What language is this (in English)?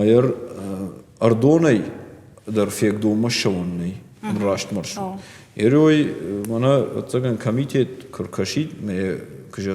Ossetic